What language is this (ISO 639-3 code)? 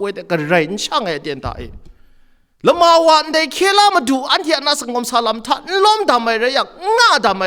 kac